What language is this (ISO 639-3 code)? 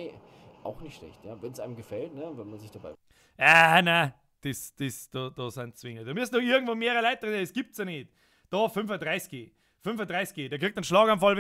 bar